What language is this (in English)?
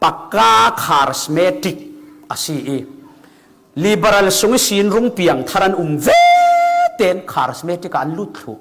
Falam Chin